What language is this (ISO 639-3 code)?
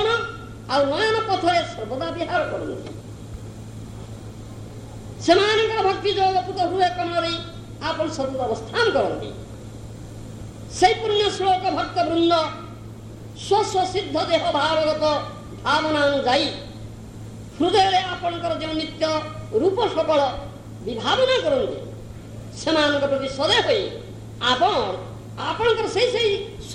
ori